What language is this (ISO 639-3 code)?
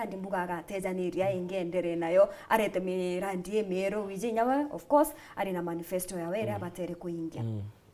mer